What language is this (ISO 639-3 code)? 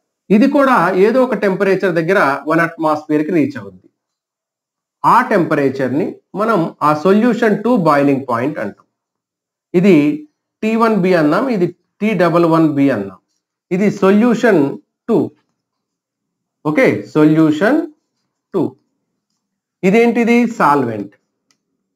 tel